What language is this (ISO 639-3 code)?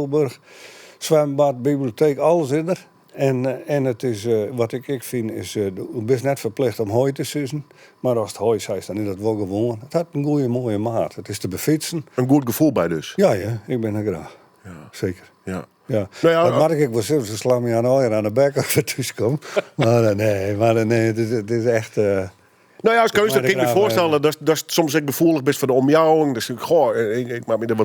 fry